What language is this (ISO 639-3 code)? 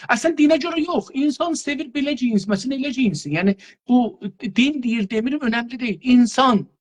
azb